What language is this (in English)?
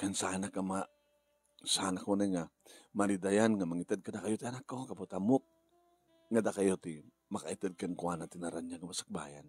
Iloko